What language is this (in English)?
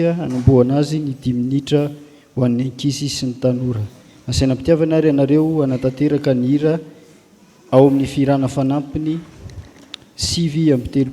Malagasy